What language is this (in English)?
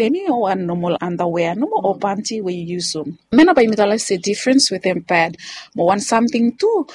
Bislama